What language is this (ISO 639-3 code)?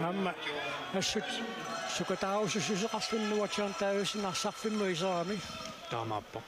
kal